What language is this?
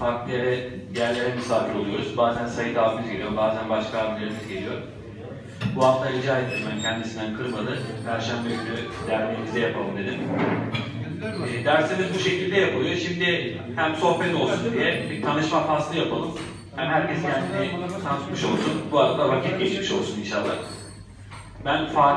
Turkish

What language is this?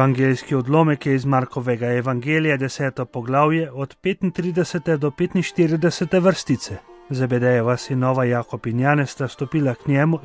Slovenian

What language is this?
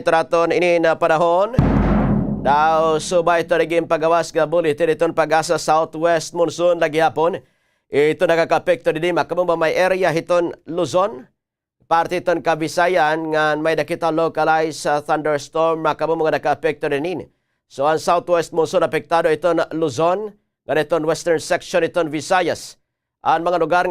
Waray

